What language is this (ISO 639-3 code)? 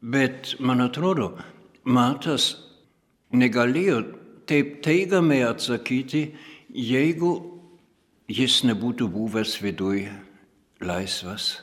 lit